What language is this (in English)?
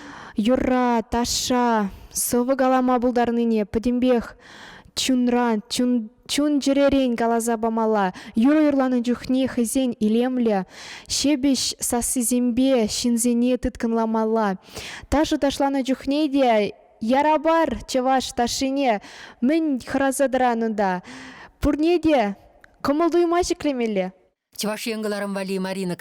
Chuvash